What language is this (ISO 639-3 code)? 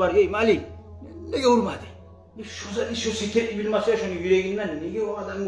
kum